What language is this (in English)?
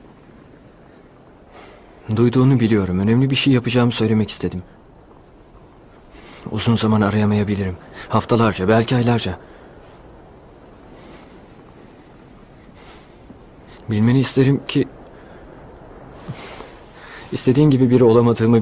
Turkish